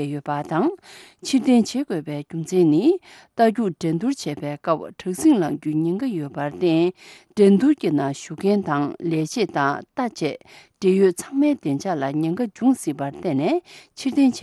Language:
Tibetan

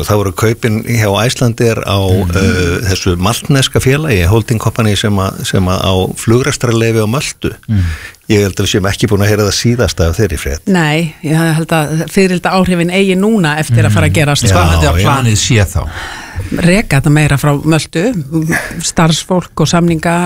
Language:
Icelandic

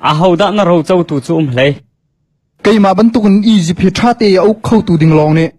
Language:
Hakha Chin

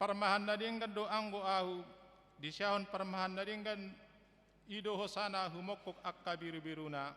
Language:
Batak Toba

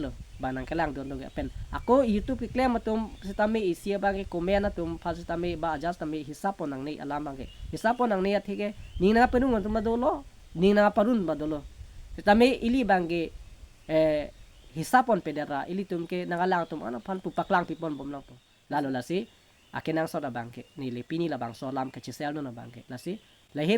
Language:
Karbi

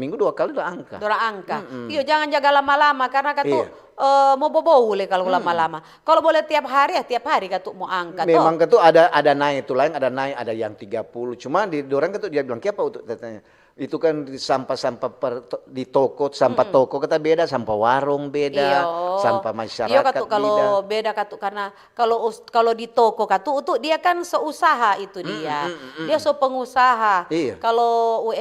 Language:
Manado Malay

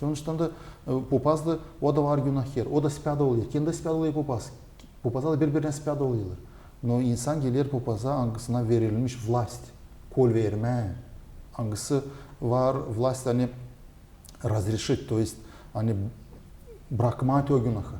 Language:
Gagauz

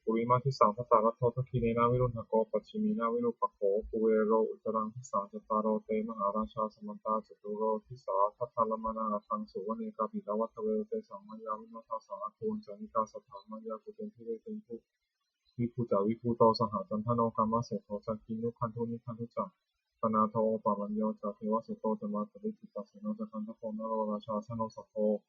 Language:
Pali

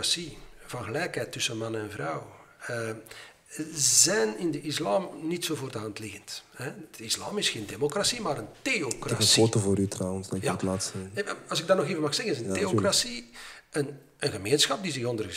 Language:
Dutch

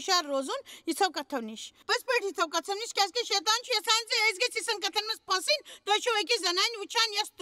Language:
Kashmiri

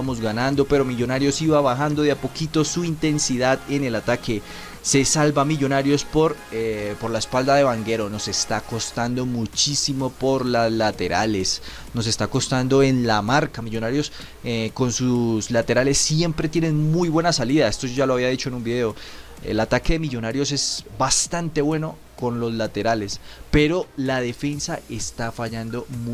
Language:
Spanish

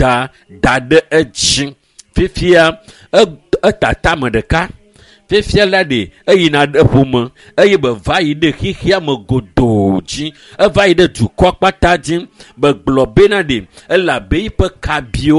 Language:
Ewe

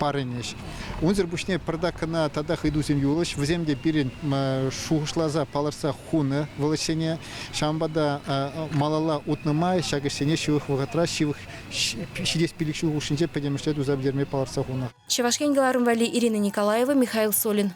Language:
Chuvash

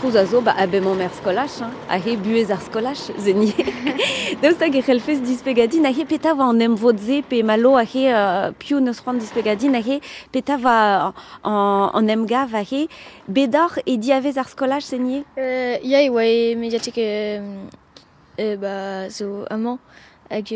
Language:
Breton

